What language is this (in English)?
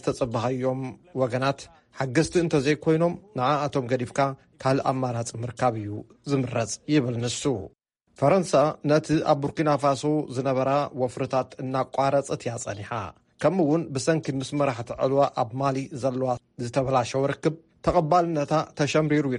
Tigrinya